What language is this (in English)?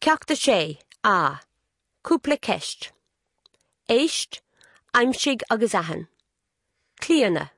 Irish